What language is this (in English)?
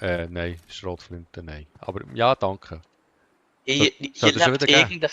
Swiss German